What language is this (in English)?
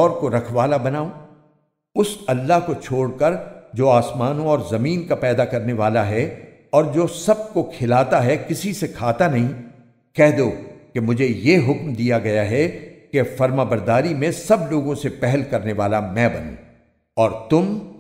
Urdu